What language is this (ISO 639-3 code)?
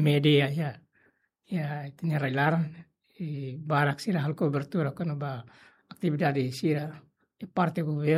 tet